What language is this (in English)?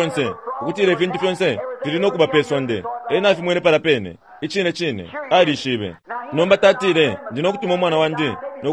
Bemba